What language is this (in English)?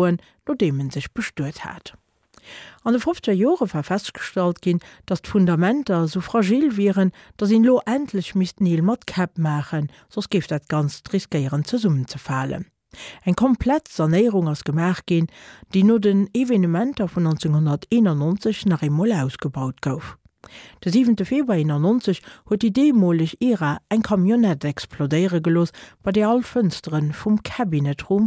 Luxembourgish